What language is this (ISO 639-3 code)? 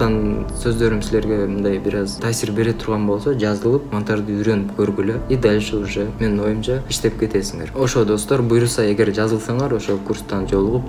kir